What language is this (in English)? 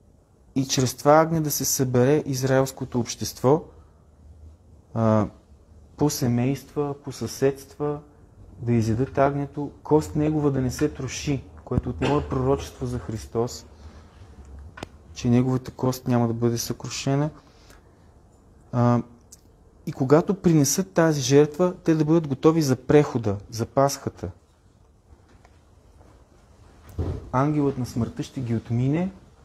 Bulgarian